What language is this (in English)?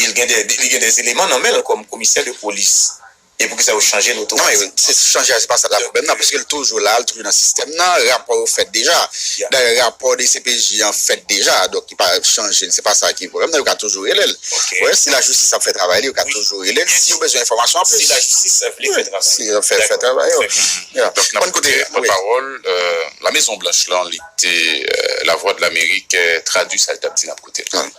Haitian Creole